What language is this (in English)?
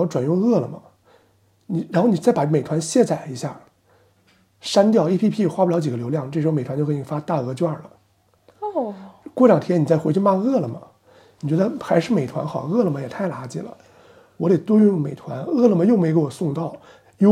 Chinese